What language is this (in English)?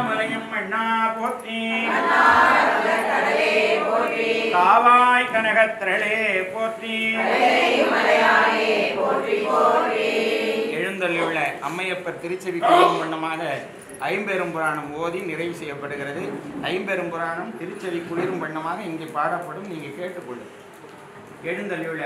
Tamil